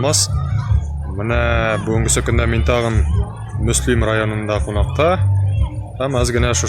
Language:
Tatar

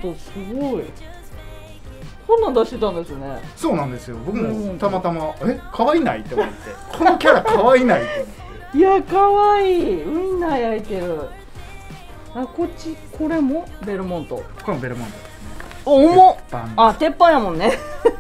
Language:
Japanese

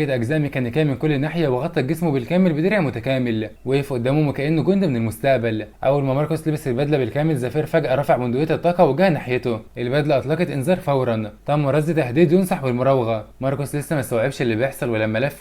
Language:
Egyptian Arabic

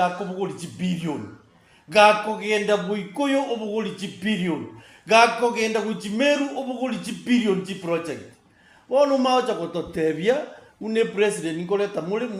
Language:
Gusii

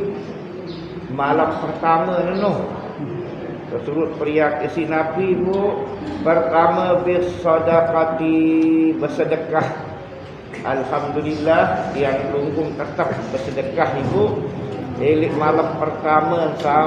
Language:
Sasak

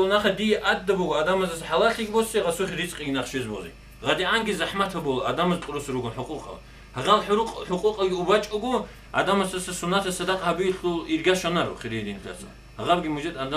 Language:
Avaric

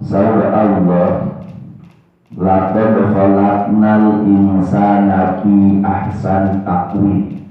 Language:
Sundanese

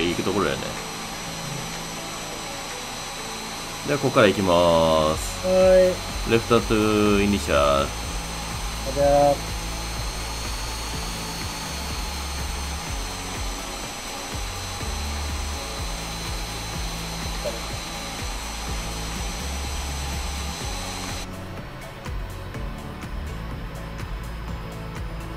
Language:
Japanese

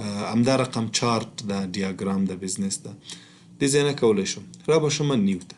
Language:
Pashto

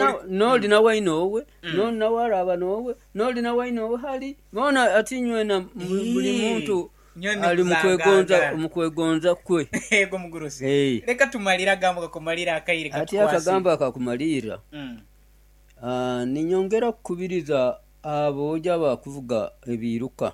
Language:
Nyoro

